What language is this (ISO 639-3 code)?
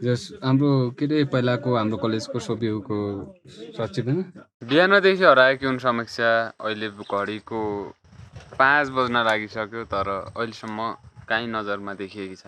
nep